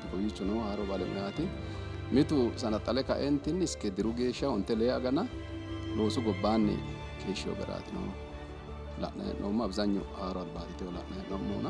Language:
Sidamo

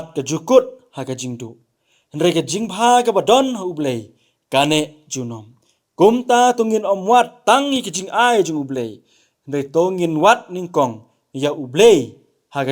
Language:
Khasi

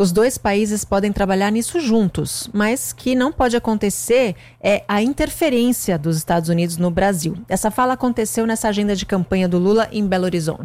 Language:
Portuguese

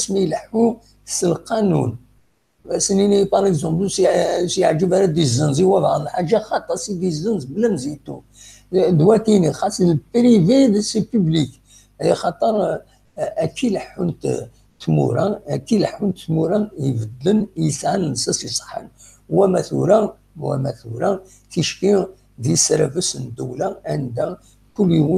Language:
Kabyle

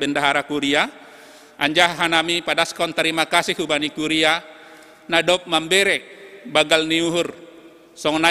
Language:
Batak Simalungun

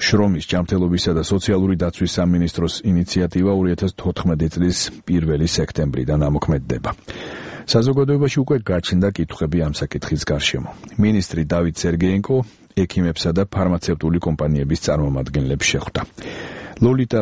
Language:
Georgian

